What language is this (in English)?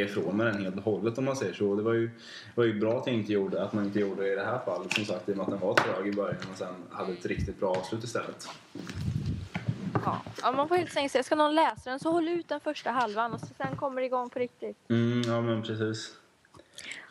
Swedish